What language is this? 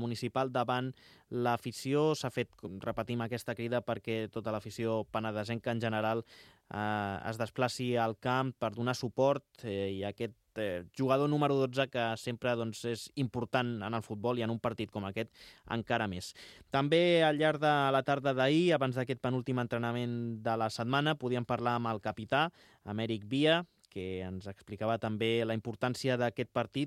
Catalan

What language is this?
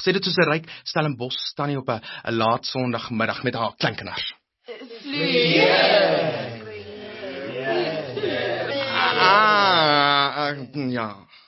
Afrikaans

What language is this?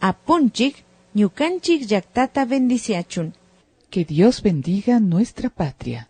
Imbabura Highland Quichua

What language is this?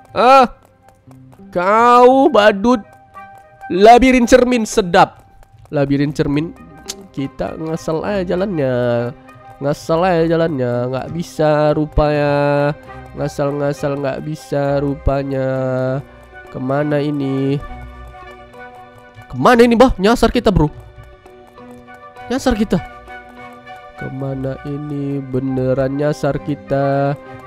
Indonesian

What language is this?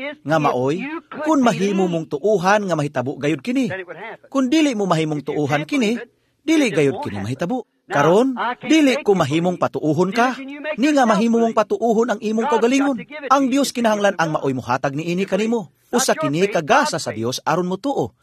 Cebuano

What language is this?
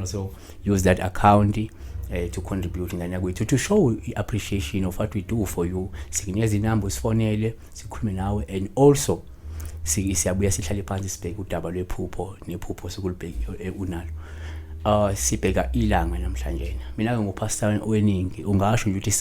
Zulu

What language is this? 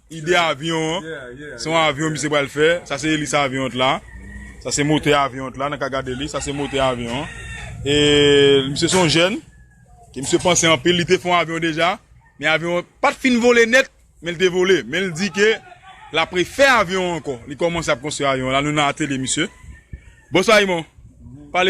Haitian Creole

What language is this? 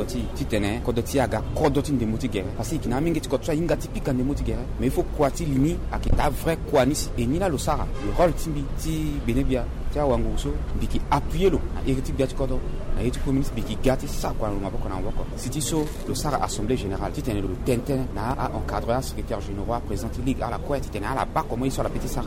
Sango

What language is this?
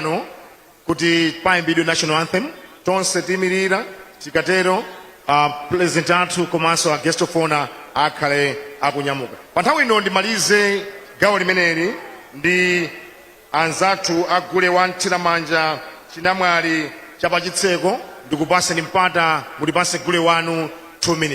Nyanja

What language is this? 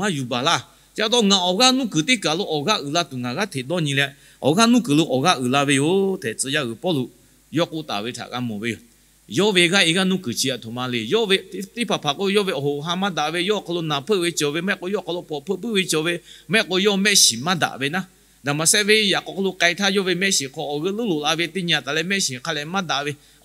Lahu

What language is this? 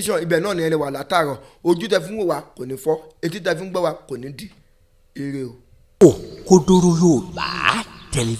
Yoruba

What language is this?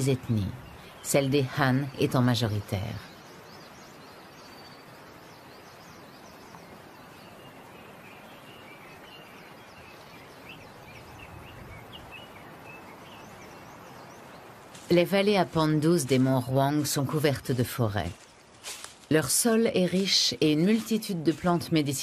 French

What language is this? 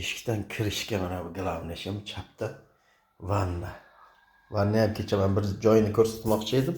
Uzbek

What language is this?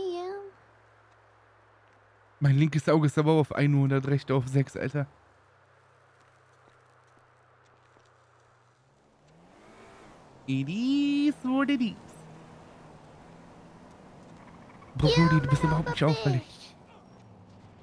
German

